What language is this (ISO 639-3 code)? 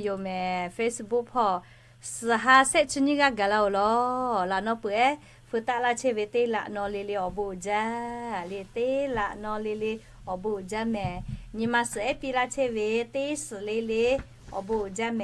lhu